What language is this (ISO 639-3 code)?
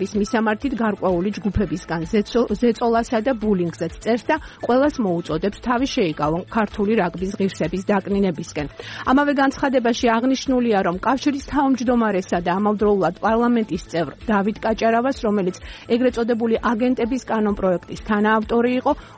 kat